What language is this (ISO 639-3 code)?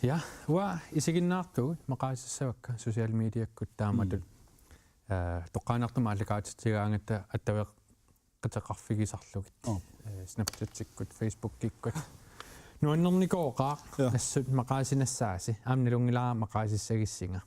kal